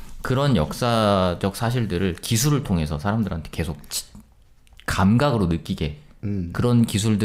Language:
Korean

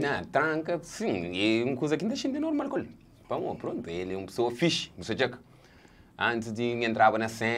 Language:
Kabuverdianu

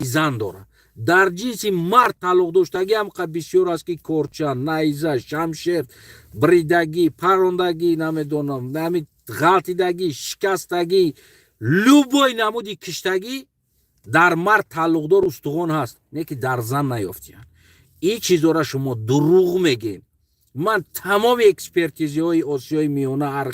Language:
Tajik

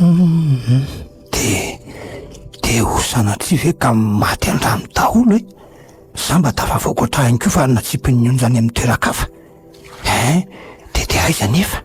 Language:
Malagasy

